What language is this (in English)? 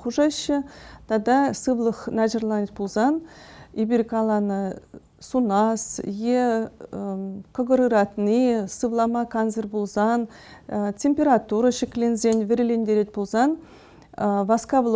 Chuvash